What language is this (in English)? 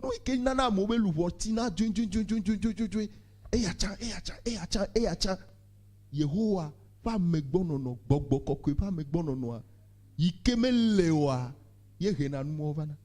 Ewe